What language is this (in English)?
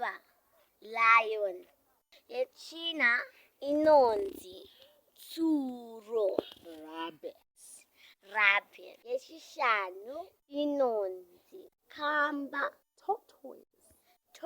Shona